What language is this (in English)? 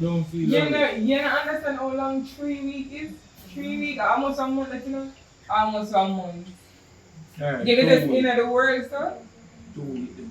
Jamaican Creole English